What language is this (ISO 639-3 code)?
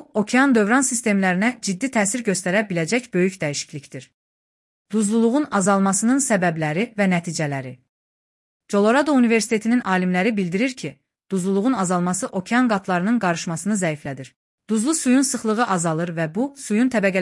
aze